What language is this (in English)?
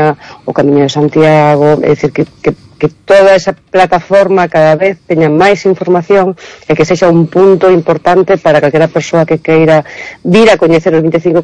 Galician